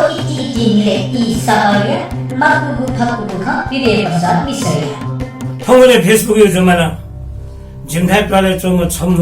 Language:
Newari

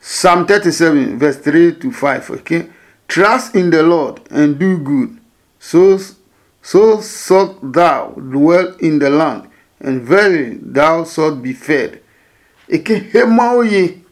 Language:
Adangme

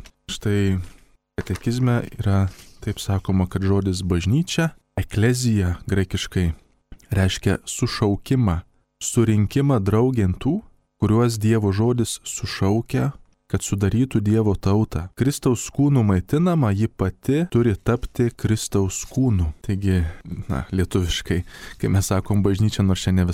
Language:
Lithuanian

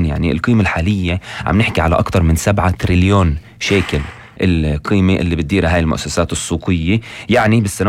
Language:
North Levantine Arabic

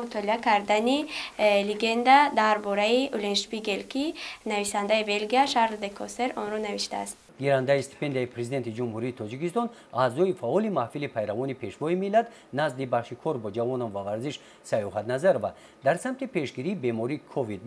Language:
Tajik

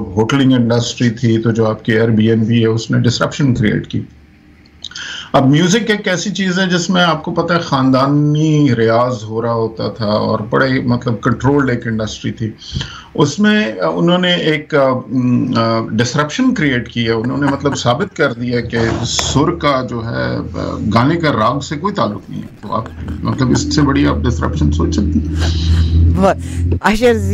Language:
Urdu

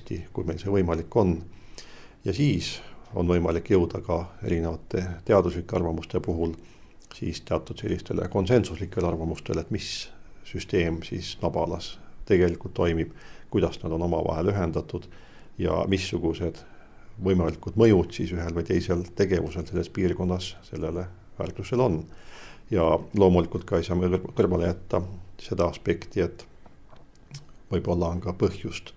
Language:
Estonian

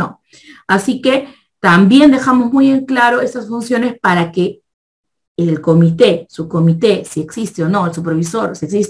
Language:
Spanish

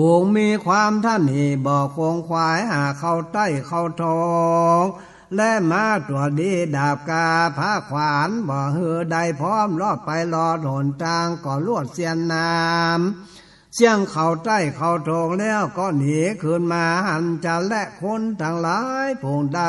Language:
Northern Thai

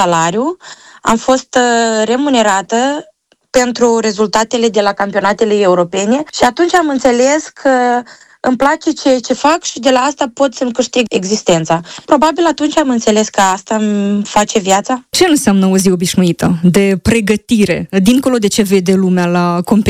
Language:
Romanian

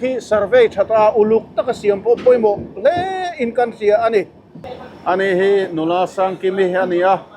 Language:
Mizo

